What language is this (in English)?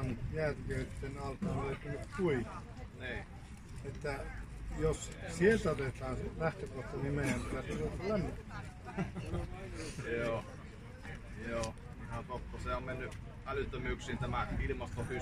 Finnish